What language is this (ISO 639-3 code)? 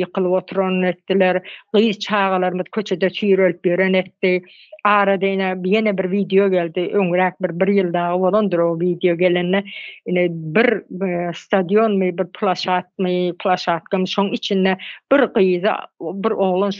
tuk